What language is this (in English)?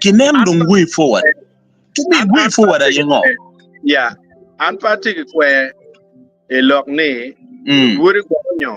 Acoli